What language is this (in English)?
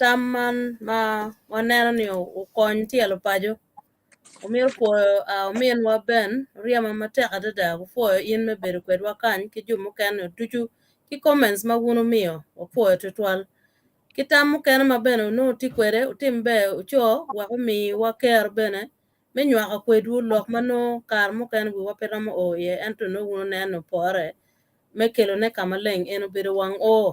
Acoli